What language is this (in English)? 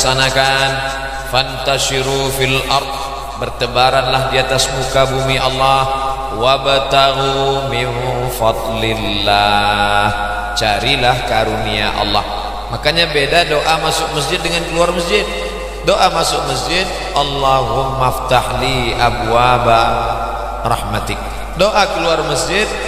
Indonesian